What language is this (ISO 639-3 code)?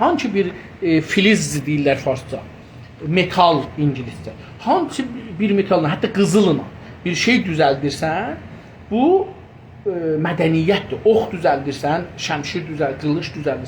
azb